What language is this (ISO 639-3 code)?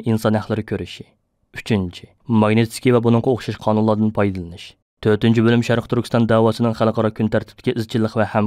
uig